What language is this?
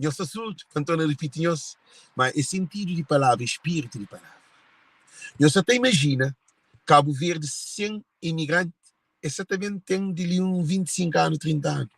Kabuverdianu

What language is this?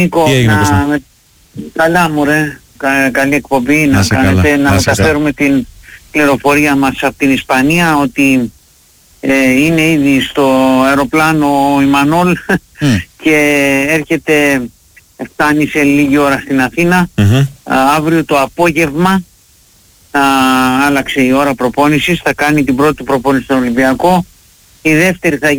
Greek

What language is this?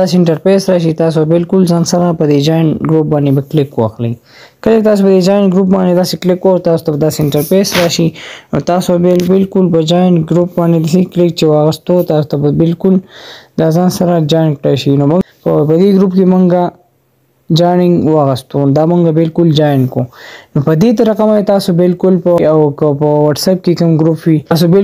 Pashto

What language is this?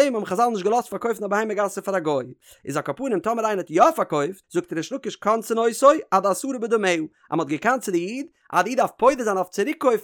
Yiddish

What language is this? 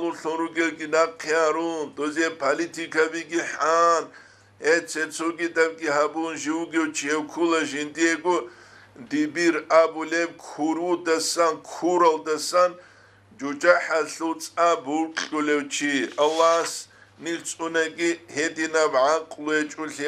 Avaric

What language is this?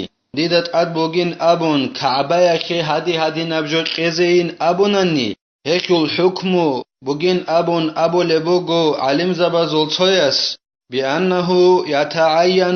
Avaric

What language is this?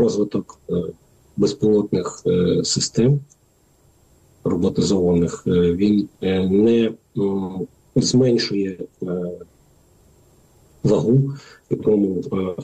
Ukrainian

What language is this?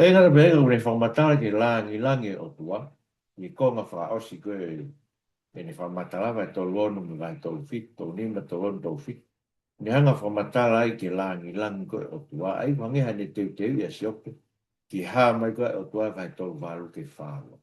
Tongan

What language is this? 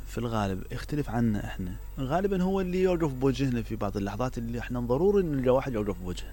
Mesopotamian Arabic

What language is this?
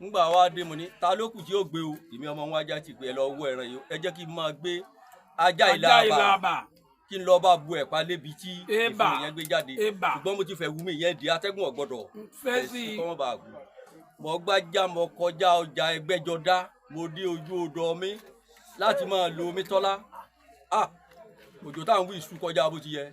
Yoruba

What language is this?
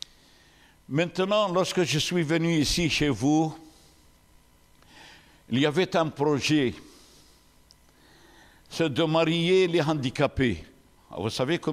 French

